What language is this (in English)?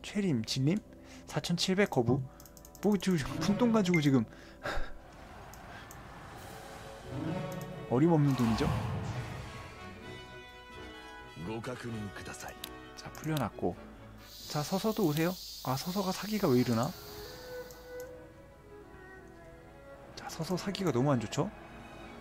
Korean